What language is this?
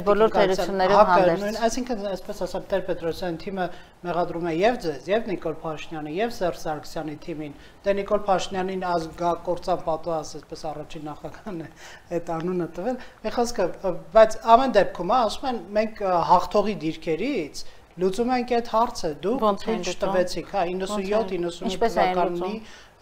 Armenian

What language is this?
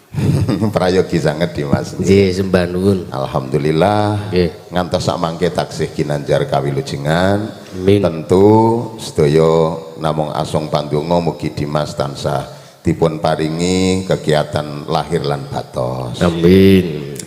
Javanese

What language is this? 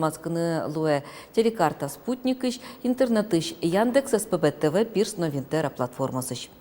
Udmurt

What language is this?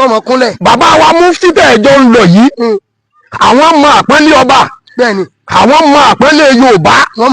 Yoruba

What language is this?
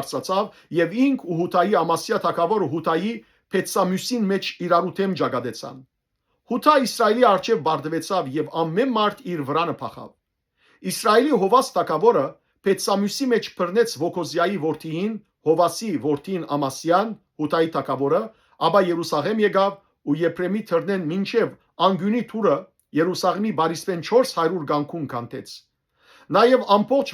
Western Armenian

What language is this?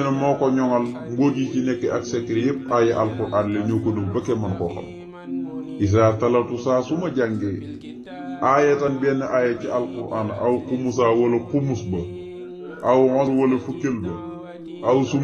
Wolof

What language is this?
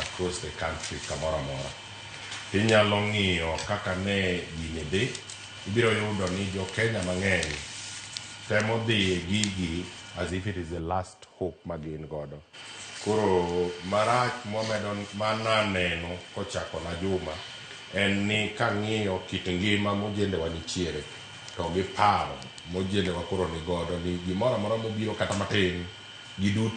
Luo (Kenya and Tanzania)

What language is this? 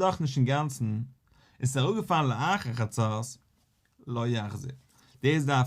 Yiddish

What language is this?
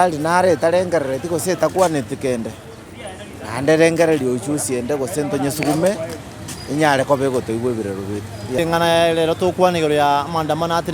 Gusii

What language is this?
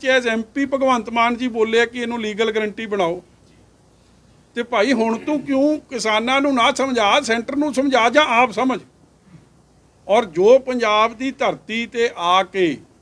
Punjabi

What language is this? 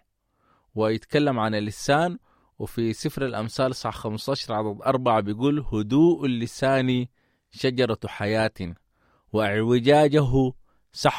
Sudanese Arabic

